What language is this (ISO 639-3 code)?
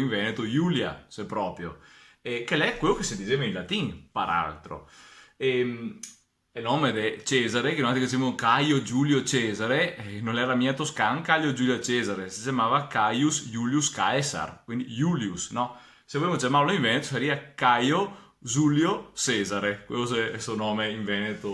vec